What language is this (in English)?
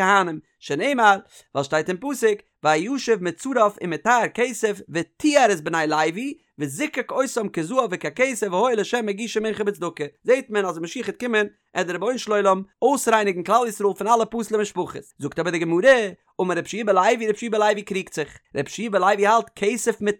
Yiddish